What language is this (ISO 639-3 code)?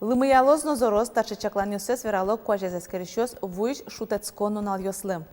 udm